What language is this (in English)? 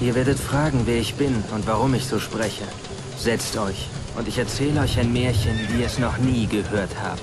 Bavarian